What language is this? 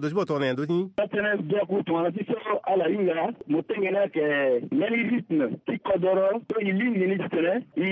Sango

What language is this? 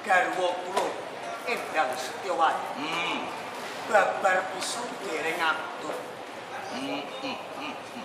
Javanese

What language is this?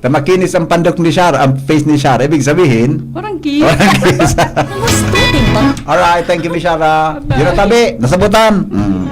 Bikol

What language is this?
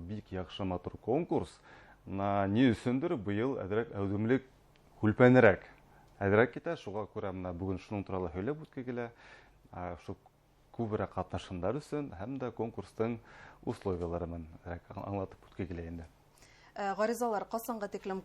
Bashkir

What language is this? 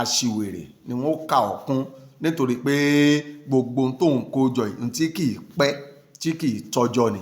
Yoruba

